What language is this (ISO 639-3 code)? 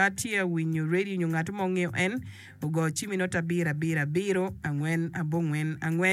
ach